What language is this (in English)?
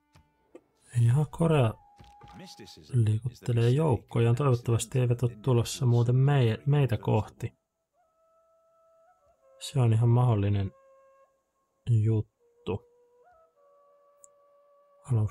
Finnish